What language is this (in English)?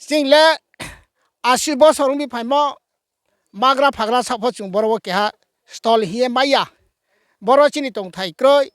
Riang (India)